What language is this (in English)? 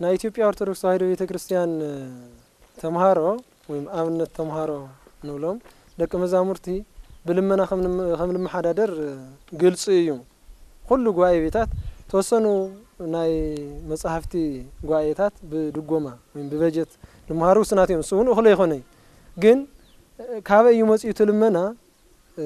Tigrinya